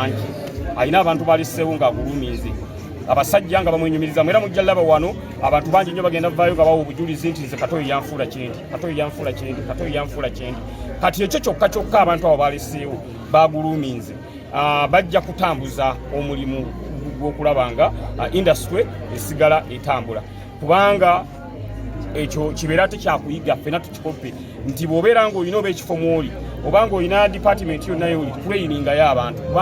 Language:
Ganda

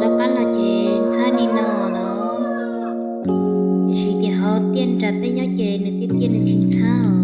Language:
Hmong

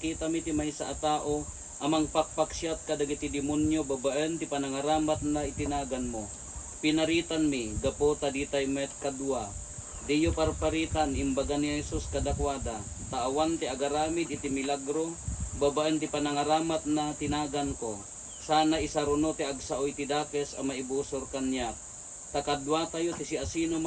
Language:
Iloko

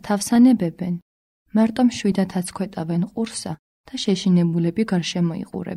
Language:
Georgian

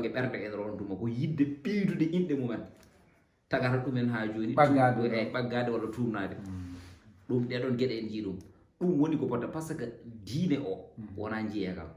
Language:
Fula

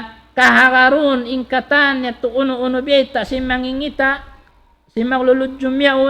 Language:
Tausug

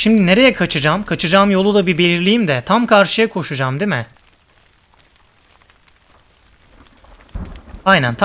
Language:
Turkish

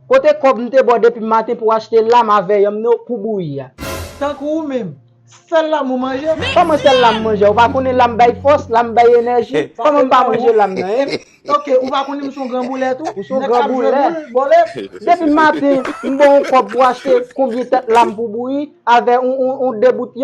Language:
Haitian Creole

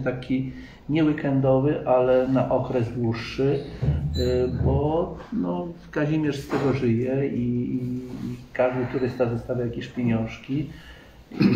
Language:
Polish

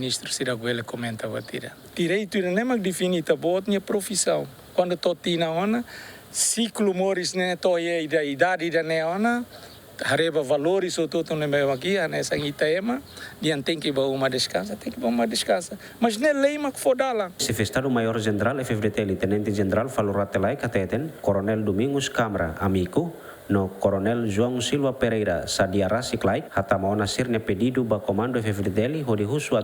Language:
Tetum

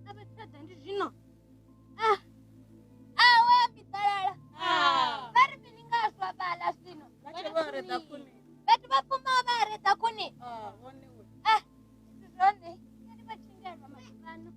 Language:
Venda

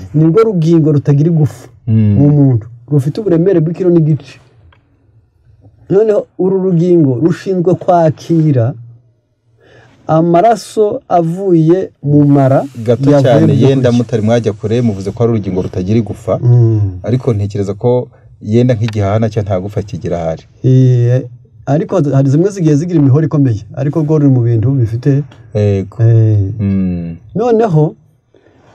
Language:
Kinyarwanda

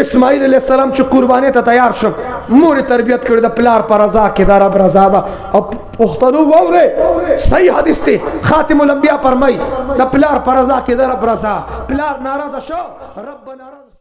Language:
Pashto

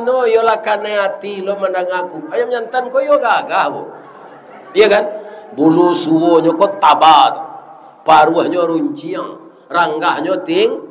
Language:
Minangkabau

